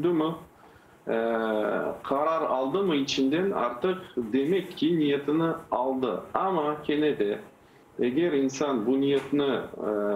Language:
Crimean Tatar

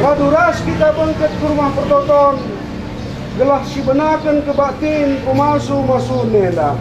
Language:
Batak Karo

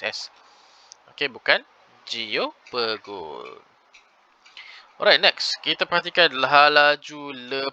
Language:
Malay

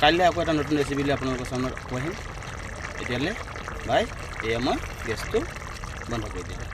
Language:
Assamese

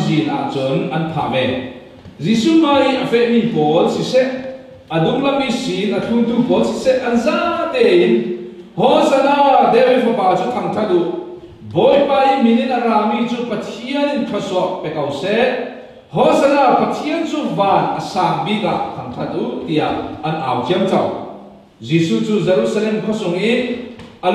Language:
Falam Chin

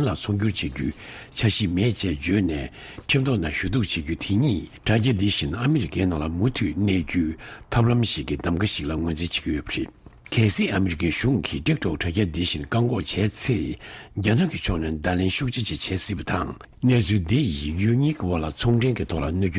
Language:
Tibetan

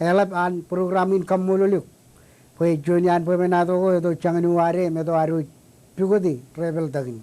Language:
Marshallese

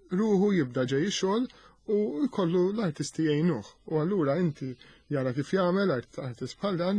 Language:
Maltese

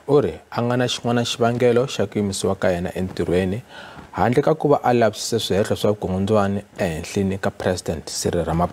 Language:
Tsonga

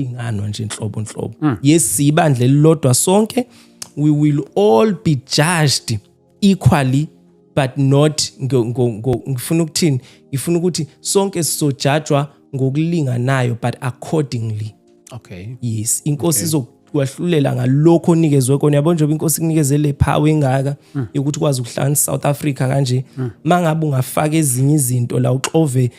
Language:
Zulu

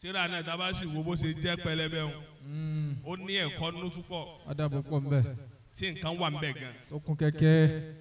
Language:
Yoruba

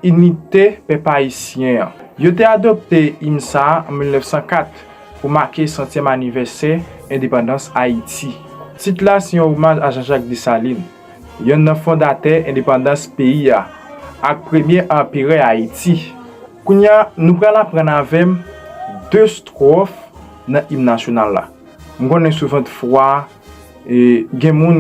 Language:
Haitian Creole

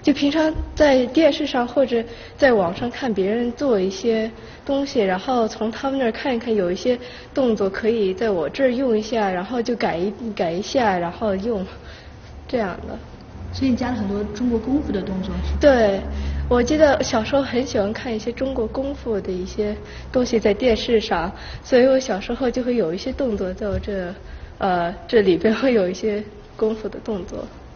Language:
Chinese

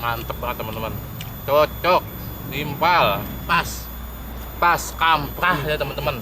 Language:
Betawi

